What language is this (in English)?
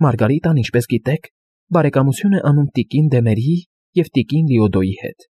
Armenian